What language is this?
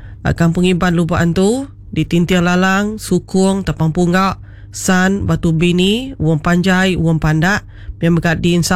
Iban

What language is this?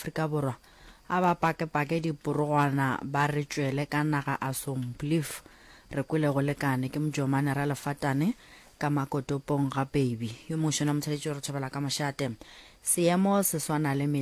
Northern Sotho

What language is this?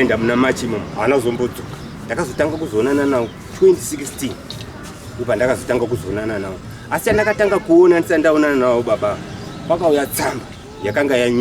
Shona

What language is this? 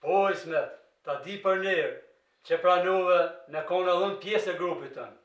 Albanian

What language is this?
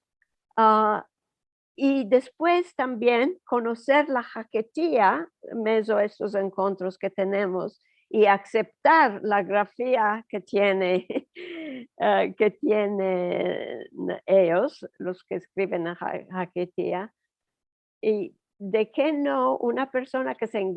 Ladino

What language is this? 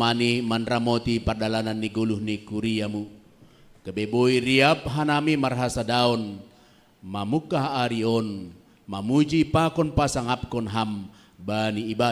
Batak Simalungun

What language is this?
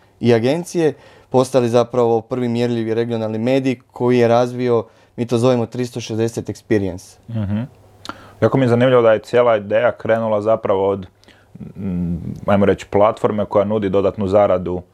Croatian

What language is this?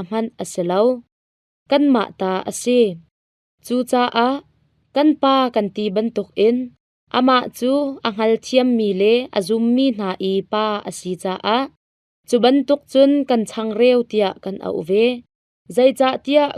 Hakha Chin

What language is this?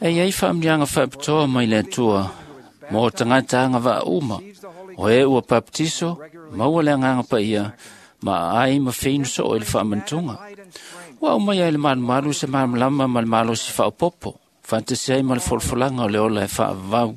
Samoan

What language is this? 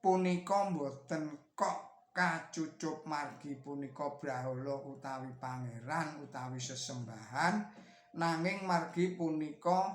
Javanese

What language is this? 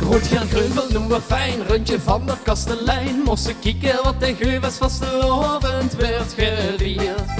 Limburgish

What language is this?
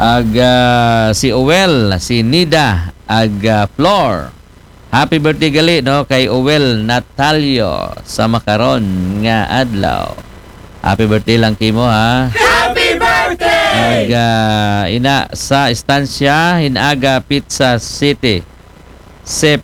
Aklanon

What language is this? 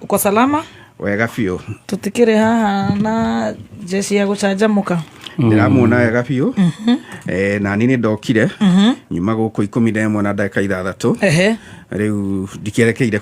Kikuyu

